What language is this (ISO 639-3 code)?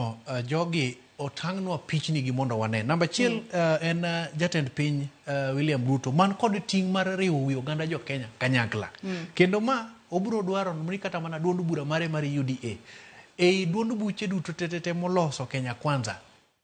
luo